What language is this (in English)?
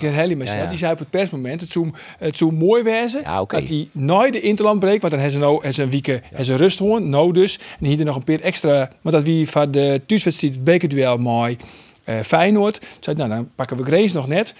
Western Frisian